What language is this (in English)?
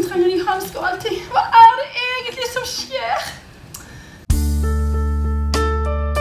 Norwegian